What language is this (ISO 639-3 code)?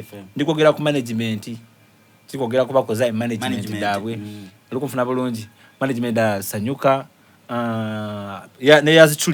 xog